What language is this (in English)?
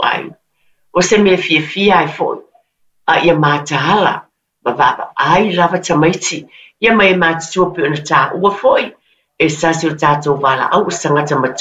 Samoan